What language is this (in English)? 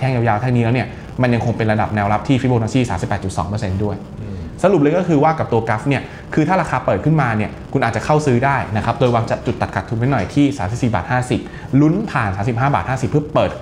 Thai